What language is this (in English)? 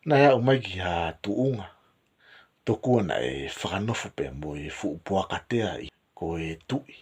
Tongan